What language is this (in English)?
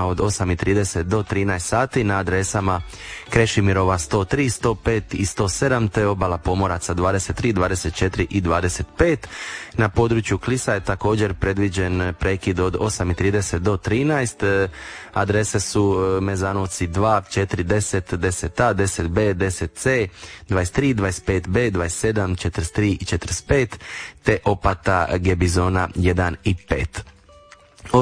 Croatian